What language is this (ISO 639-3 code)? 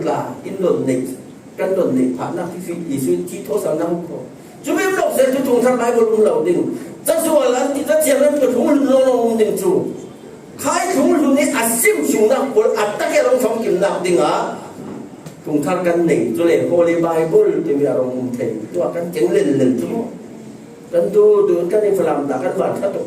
cfm